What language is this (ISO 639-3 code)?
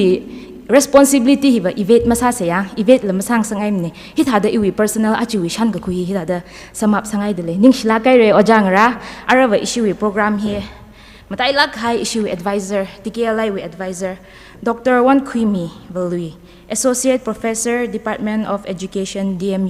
nmf